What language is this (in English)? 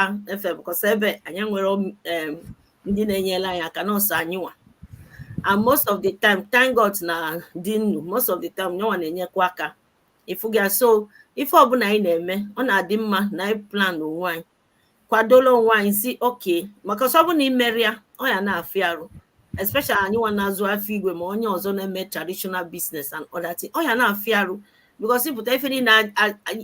Igbo